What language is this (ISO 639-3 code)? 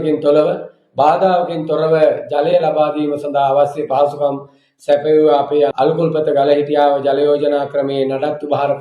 sin